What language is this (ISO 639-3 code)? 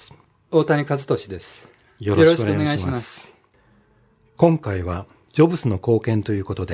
jpn